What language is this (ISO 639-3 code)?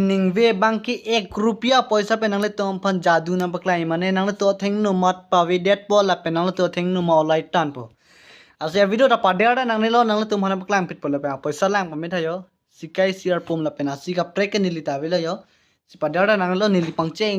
mjw